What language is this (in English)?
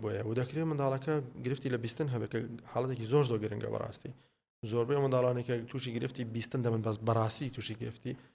Central Kurdish